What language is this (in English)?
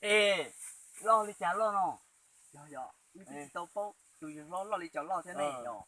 Hmong